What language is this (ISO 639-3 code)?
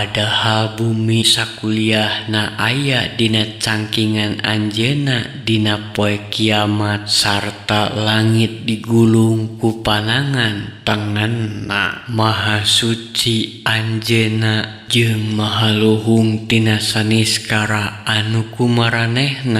sun